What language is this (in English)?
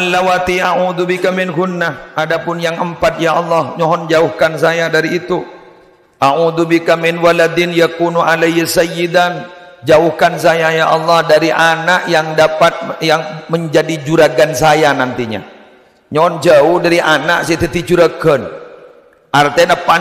Madurese